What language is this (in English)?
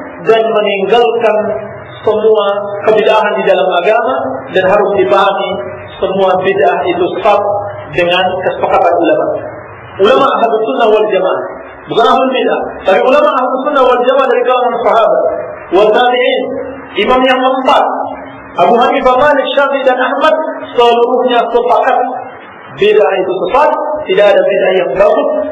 Indonesian